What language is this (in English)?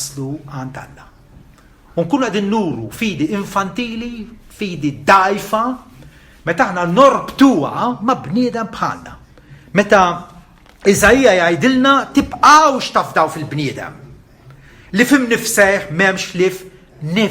Maltese